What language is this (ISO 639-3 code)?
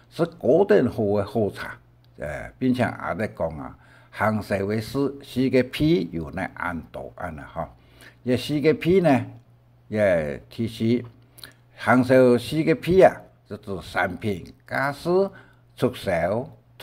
hak